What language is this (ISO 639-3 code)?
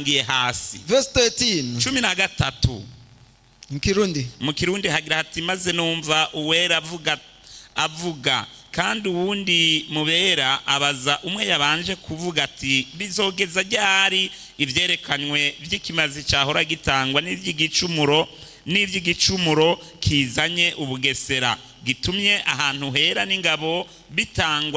run